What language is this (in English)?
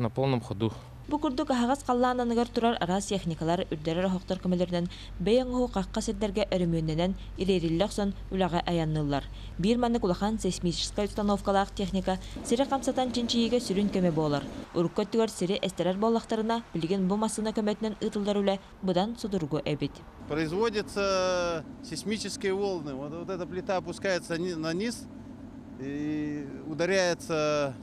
Yakut